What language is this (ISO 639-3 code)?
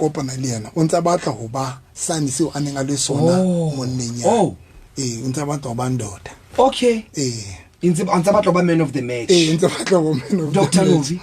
sot